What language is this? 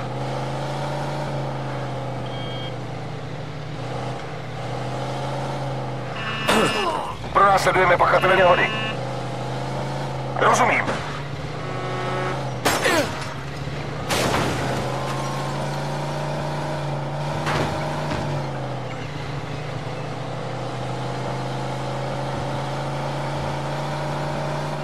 Czech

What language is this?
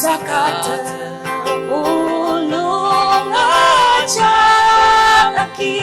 Ao Naga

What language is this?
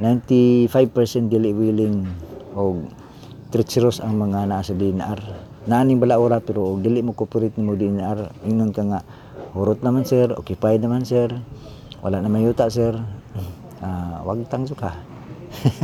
Cebuano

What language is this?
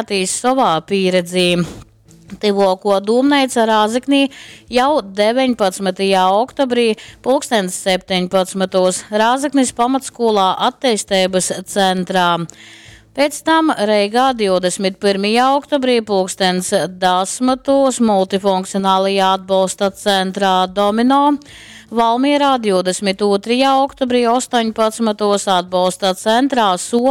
Latgalian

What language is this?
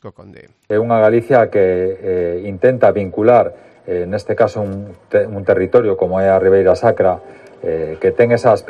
Galician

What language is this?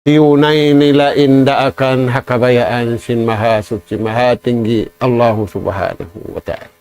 Tausug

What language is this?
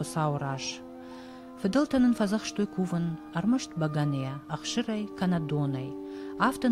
Ossetic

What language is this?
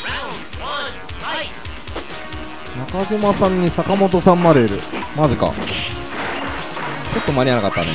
Japanese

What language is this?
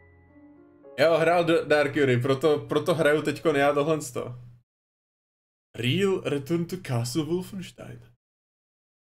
Czech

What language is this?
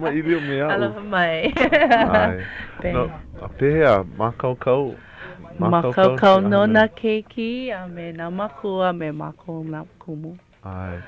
Hawaiian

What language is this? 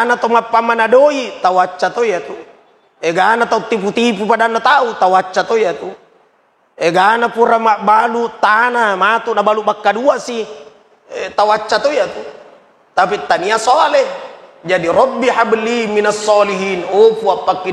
Buginese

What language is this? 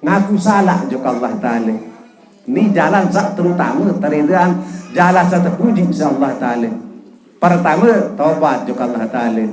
Sasak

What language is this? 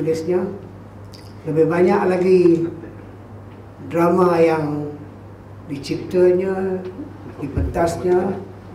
Malay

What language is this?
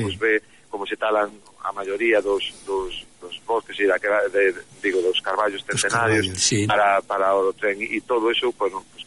Galician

